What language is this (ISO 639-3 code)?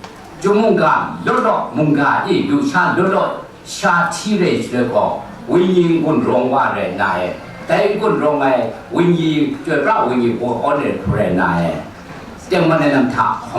kac